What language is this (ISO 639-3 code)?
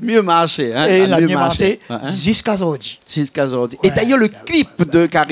rcf